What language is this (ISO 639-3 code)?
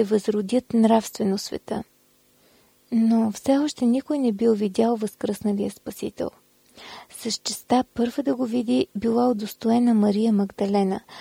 bul